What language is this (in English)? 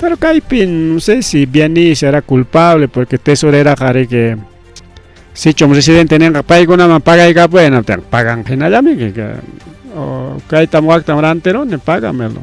Ayacucho Quechua